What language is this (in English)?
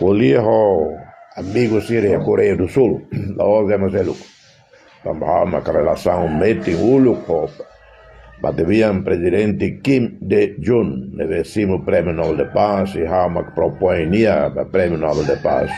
Tetum